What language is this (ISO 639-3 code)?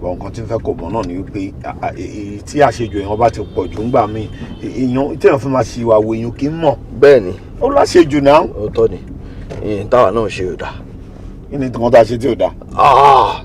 yor